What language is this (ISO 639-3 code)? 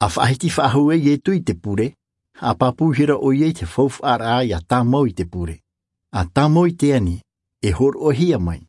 tah